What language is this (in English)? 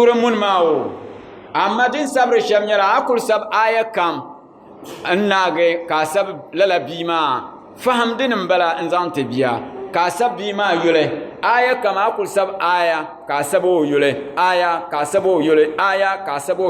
Dagbani